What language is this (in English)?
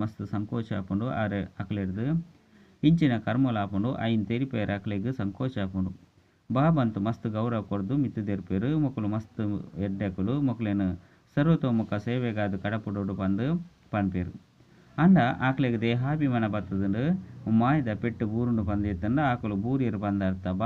Tulu